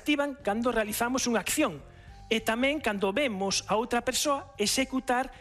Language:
Galician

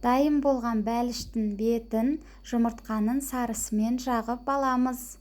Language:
Kazakh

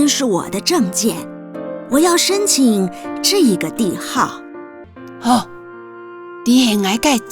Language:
Hakka Chinese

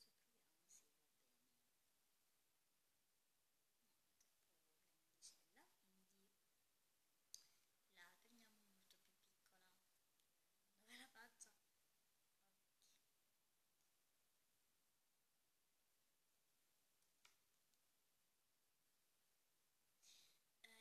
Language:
Italian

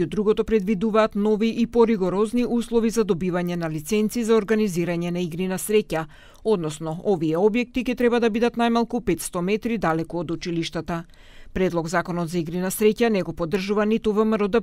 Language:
Macedonian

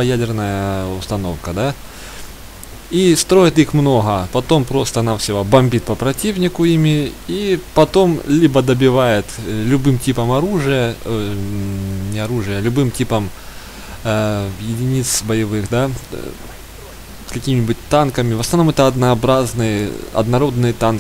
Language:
Russian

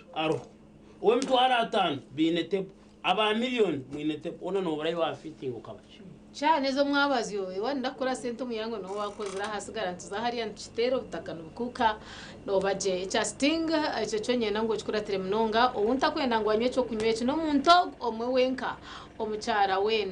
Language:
Nyankole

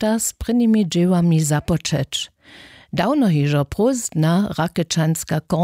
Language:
Upper Sorbian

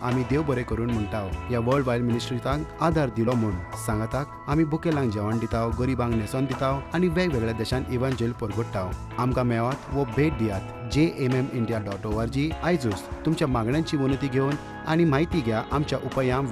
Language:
Konkani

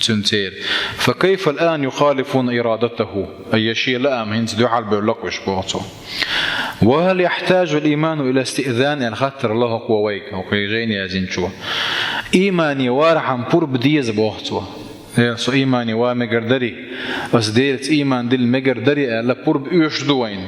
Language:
Chechen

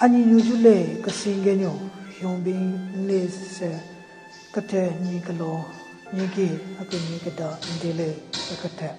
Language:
Southern Rengma Naga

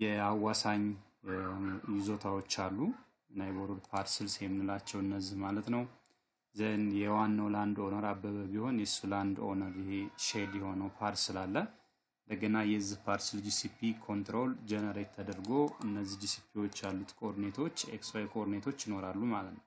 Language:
Amharic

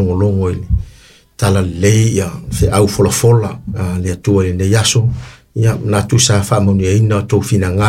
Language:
Samoan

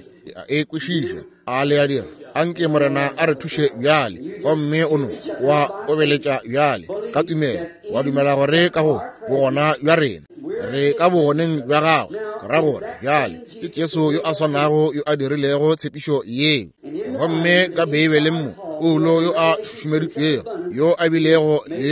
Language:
Northern Sotho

